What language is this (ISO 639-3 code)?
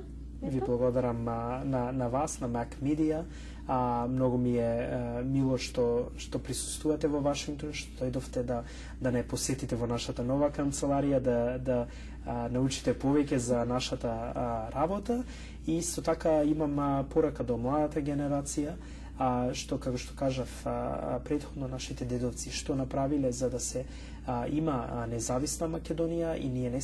mkd